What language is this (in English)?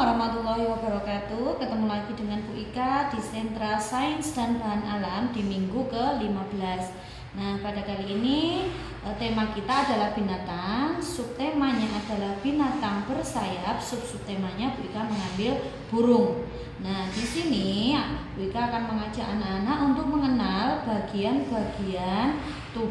Indonesian